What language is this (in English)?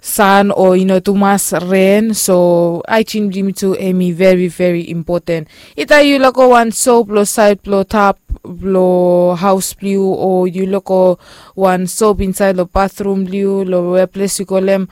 Bislama